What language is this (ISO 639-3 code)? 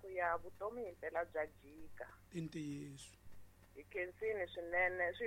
tso